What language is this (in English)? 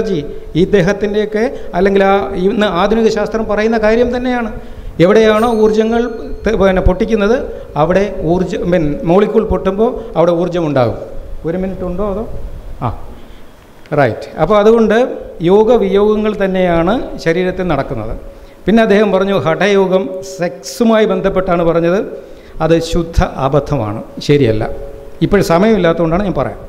Malayalam